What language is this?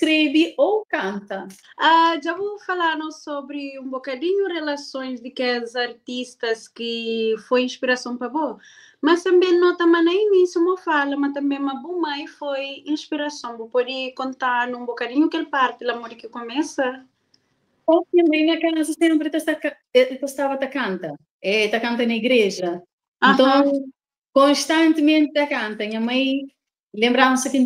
Kabuverdianu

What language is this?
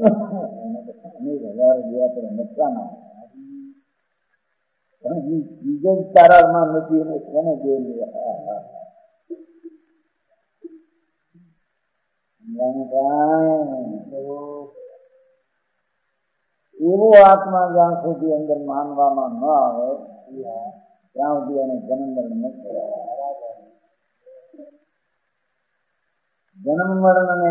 Gujarati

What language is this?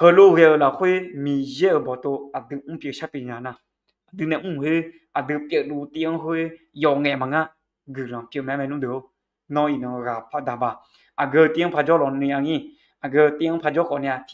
Akha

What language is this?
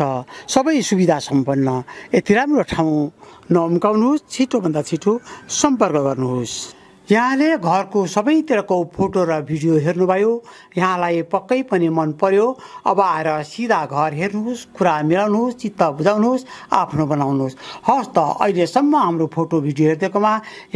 Nepali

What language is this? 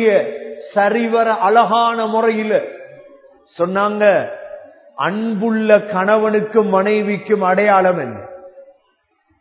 Tamil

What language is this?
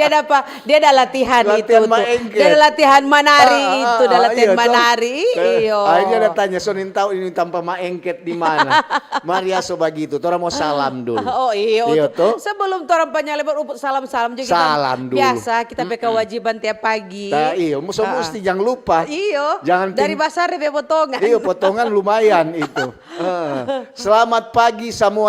Manado Malay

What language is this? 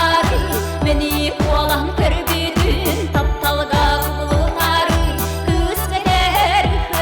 Yakut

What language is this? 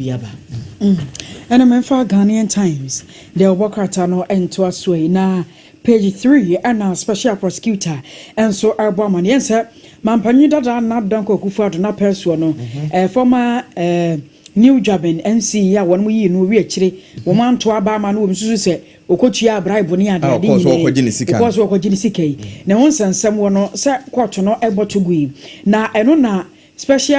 Akan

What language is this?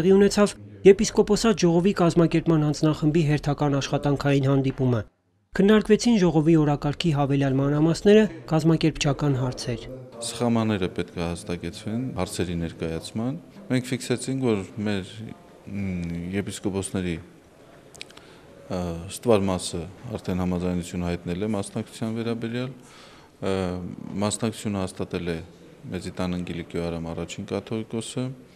Armenian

